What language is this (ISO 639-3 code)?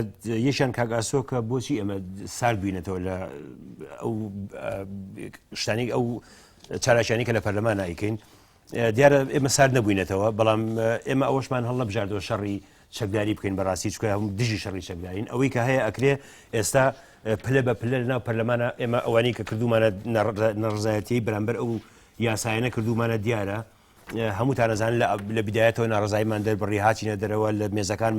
ckb